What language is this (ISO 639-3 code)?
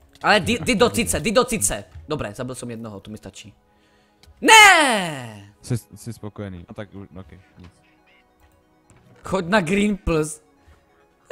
ces